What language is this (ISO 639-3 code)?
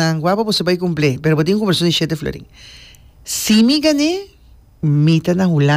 pap